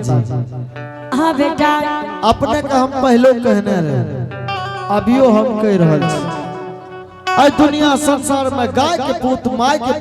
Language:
Angika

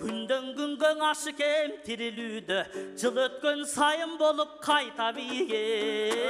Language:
Kyrgyz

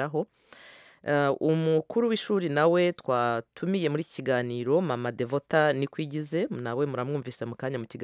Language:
Kinyarwanda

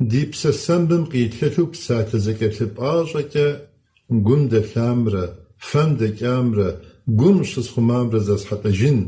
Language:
Kabardian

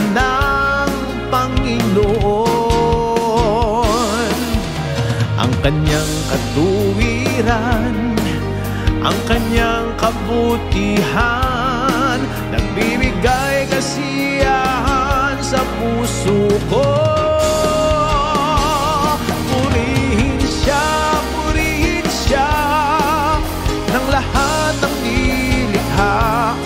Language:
Filipino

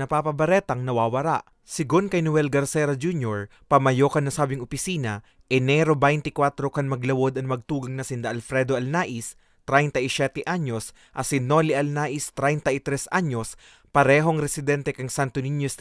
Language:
Bikol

